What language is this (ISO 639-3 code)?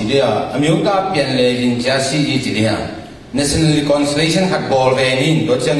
ctd